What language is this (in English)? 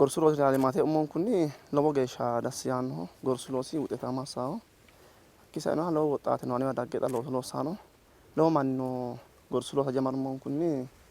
Sidamo